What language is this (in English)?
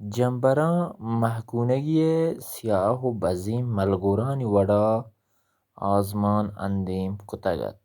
Baluchi